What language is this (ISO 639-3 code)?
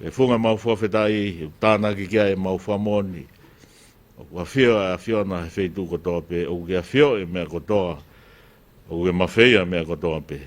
ton